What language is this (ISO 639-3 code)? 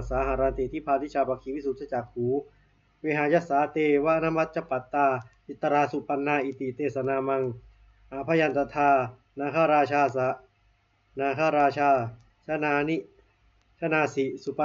pli